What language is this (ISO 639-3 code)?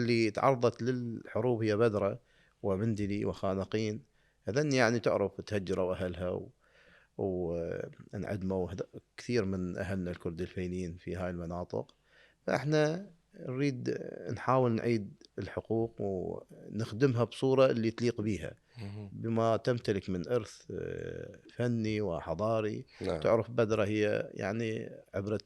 acm